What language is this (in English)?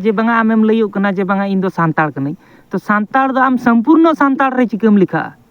Santali